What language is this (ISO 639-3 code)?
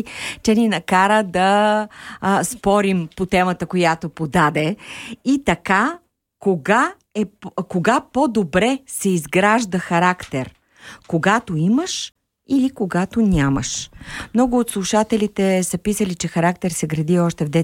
bul